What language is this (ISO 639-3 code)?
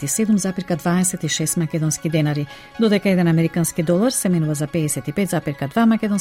mkd